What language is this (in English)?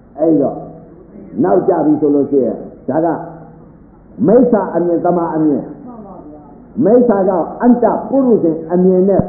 Burmese